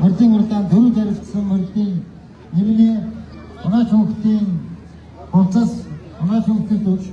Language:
Mongolian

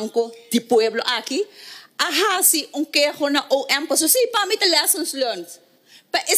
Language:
Papiamento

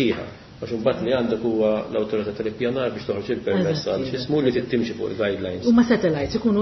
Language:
Maltese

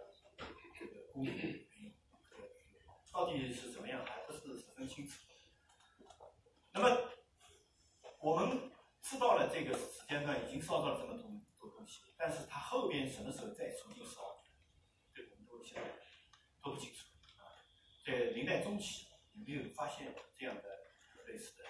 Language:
Chinese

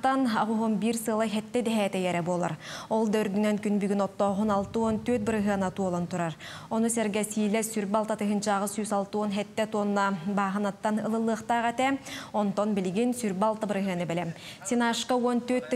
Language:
Yakut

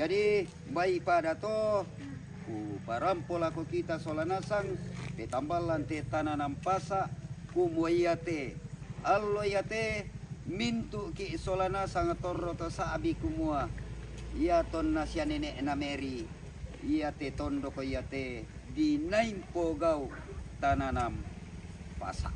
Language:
Toraja-Sa'dan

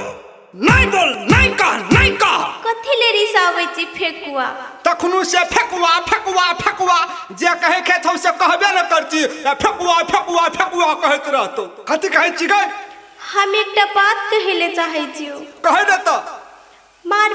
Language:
Maithili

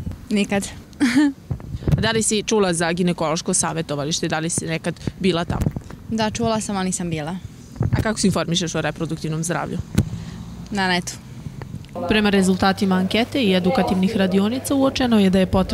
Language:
Serbian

